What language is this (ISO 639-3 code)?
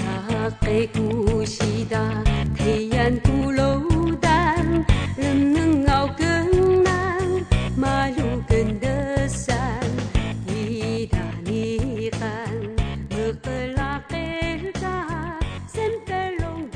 trv